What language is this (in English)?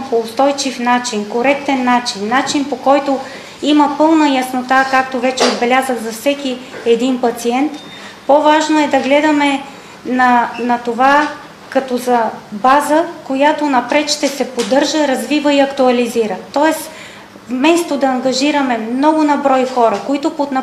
Bulgarian